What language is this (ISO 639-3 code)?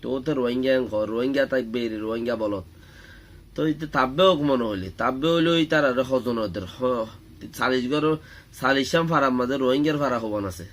rhg